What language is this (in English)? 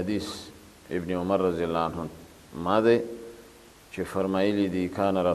Pashto